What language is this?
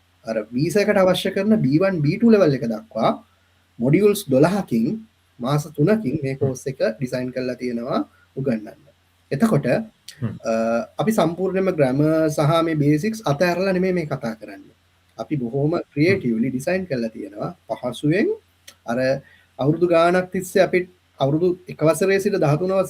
Sinhala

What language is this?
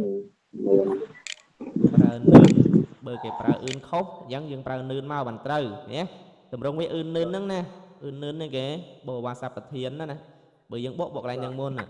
Khmer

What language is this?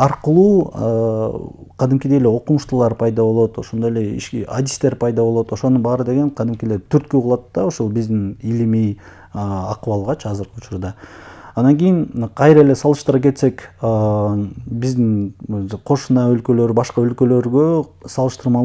Kyrgyz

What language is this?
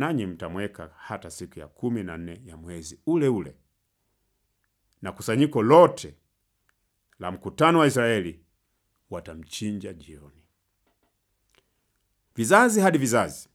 Swahili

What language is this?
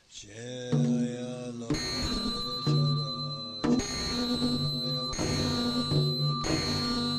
Tibetan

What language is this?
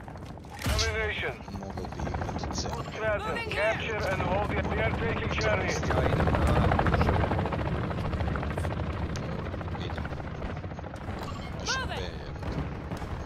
Croatian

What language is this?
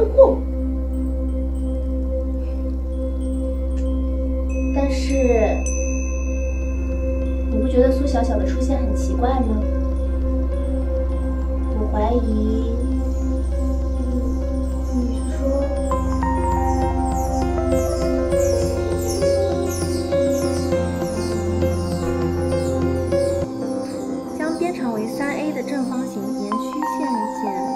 Chinese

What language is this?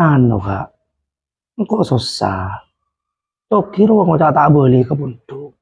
Madurese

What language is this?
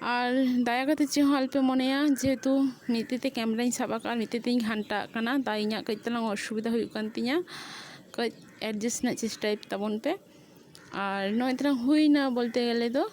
Santali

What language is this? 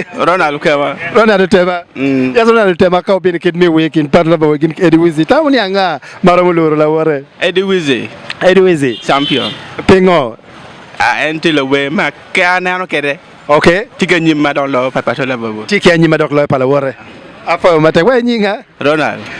Acoli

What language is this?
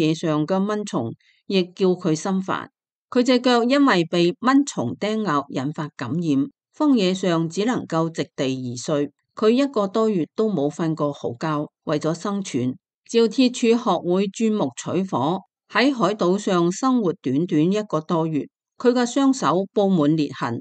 Cantonese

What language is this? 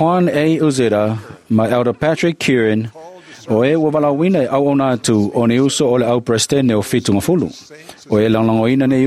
Samoan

